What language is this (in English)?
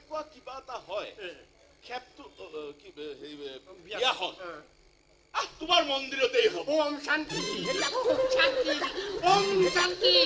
Assamese